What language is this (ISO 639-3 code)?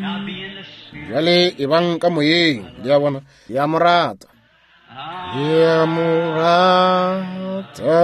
nso